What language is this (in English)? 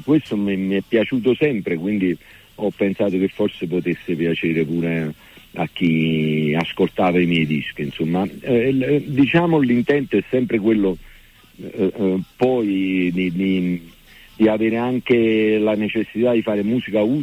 Italian